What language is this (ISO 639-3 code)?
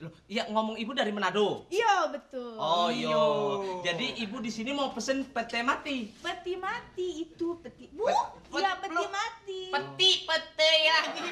bew